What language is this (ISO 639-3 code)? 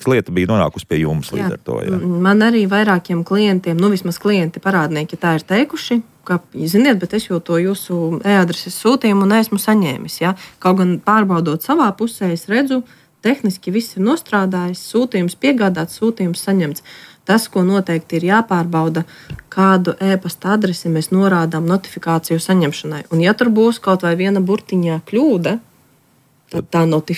lav